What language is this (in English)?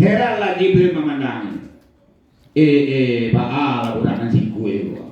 Minangkabau